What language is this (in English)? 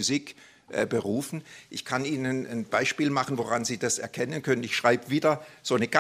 German